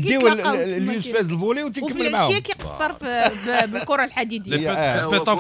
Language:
Moroccan Arabic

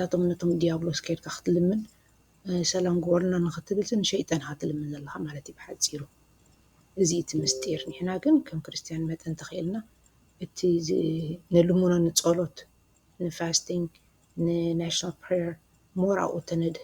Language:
Tigrinya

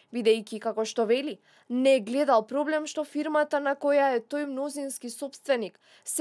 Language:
Macedonian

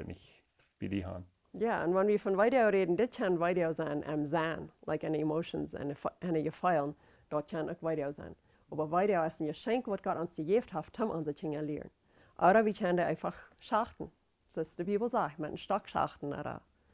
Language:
Plautdietsch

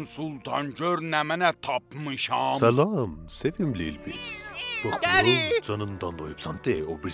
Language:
South Azerbaijani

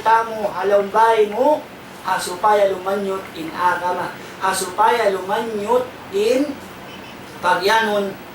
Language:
Tausug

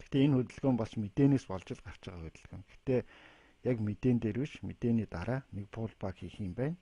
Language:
Mongolian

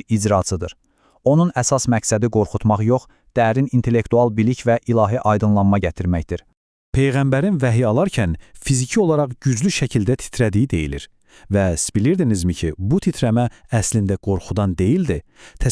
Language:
Azerbaijani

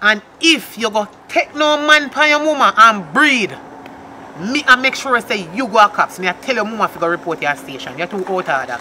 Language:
Jamaican Creole English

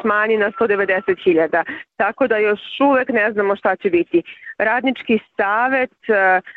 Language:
Serbian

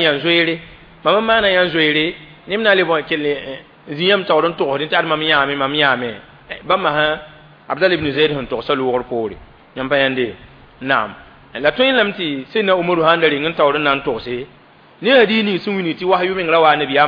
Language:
Mossi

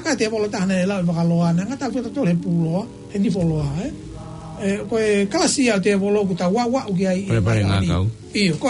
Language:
Tongan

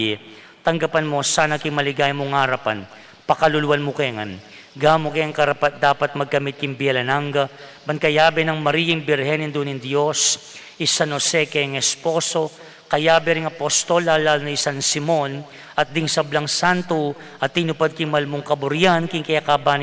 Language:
Pampanga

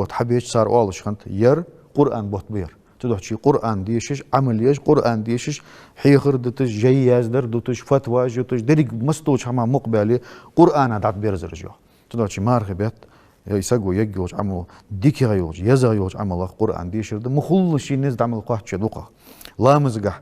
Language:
Ingush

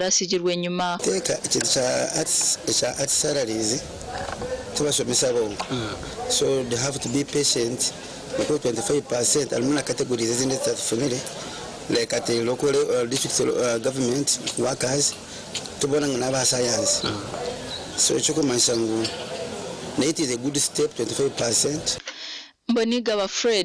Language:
Nyankole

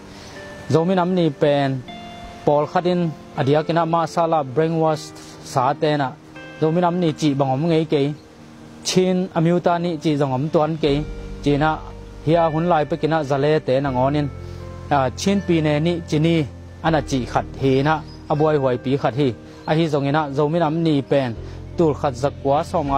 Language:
Tedim Chin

